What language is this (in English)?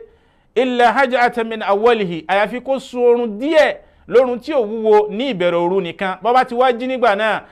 Yoruba